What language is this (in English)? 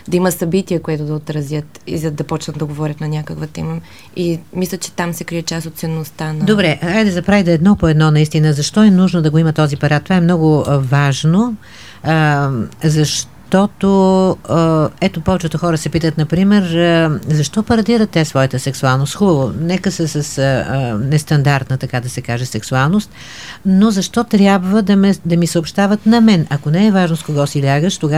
Bulgarian